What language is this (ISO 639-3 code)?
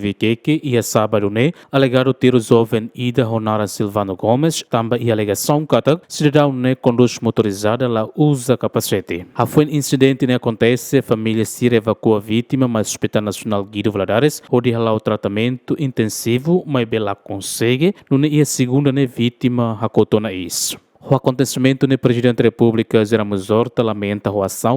tet